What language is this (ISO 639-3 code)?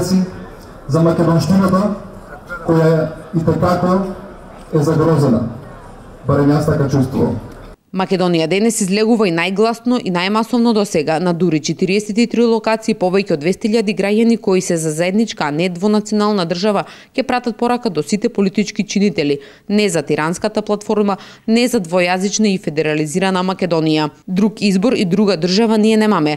mkd